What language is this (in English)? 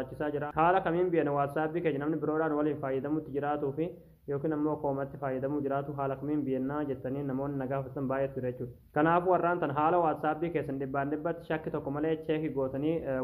Oromo